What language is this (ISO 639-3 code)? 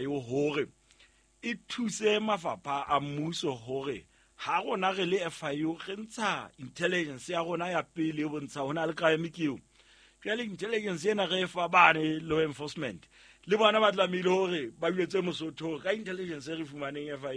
sot